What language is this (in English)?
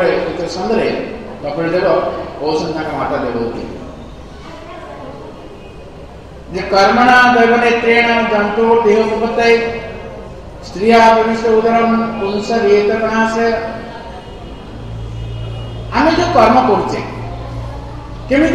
Odia